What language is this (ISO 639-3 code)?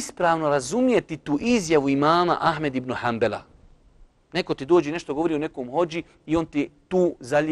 bos